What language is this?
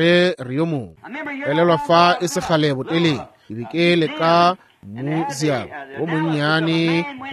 Northern Sotho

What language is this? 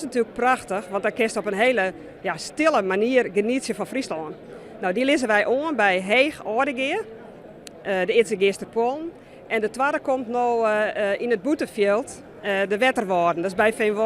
Western Frisian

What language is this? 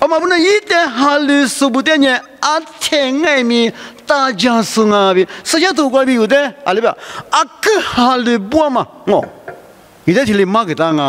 Lisu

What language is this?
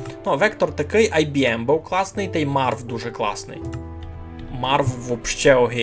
Rusyn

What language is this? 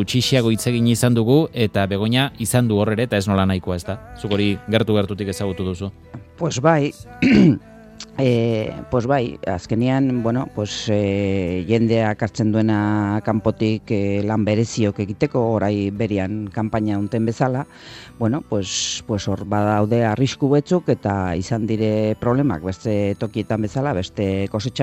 Basque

